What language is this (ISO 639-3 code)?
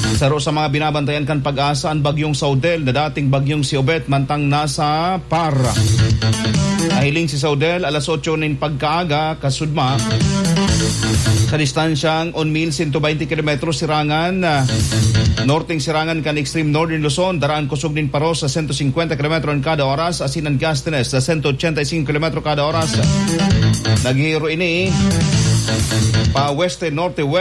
bik